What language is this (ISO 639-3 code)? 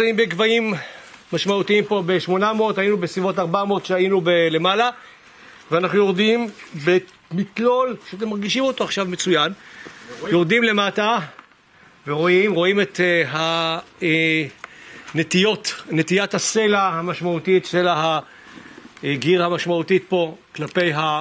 heb